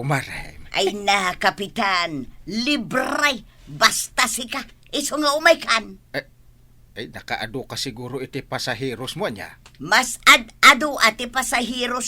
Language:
Iloko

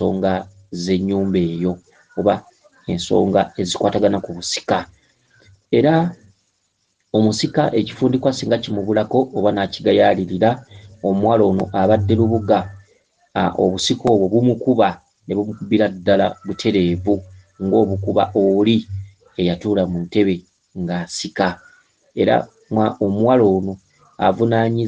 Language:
Ganda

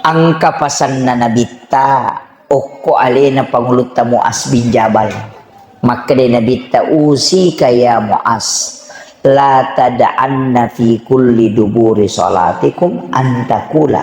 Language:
Buginese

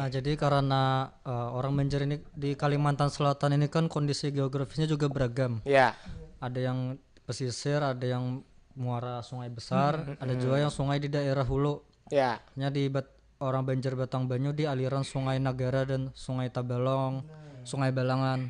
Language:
Banjar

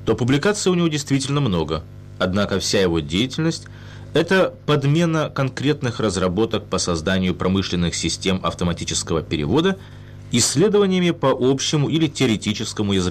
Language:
Russian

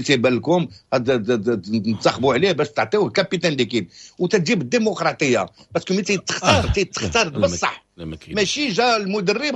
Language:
Moroccan Arabic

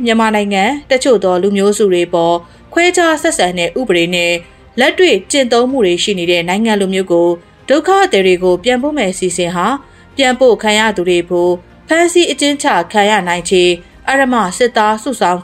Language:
Burmese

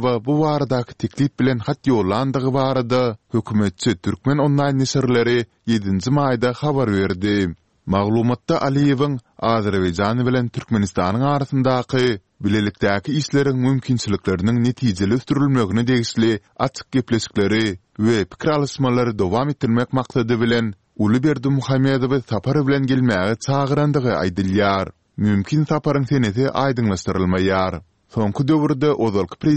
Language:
Turkmen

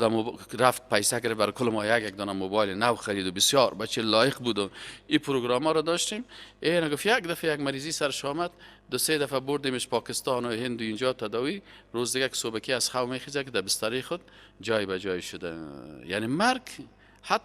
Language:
Persian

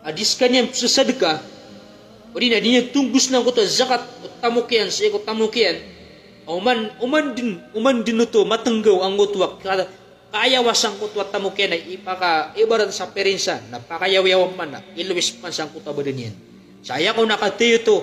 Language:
Maranao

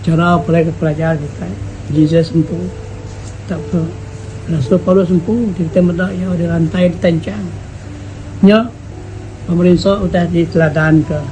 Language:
Iban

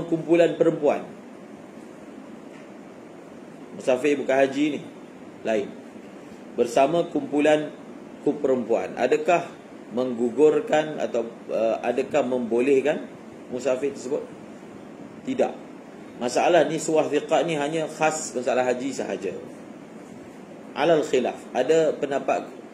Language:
Malay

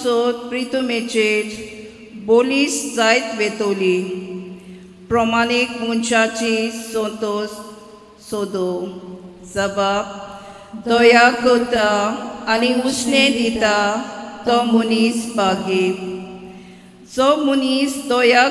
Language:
Konkani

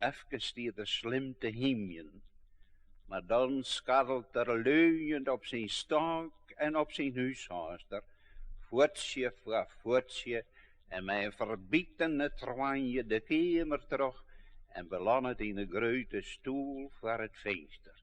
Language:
Western Frisian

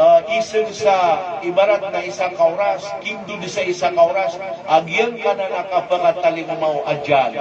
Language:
Maranao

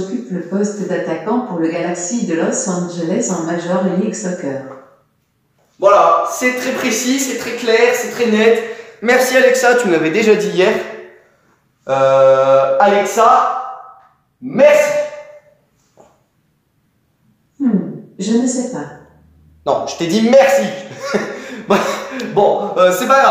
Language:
French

